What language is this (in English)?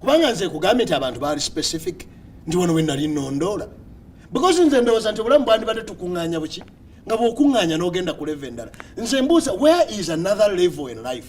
Ganda